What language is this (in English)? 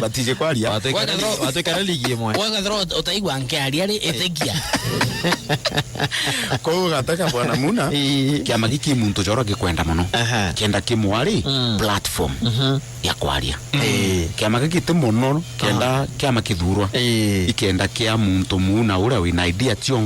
Meru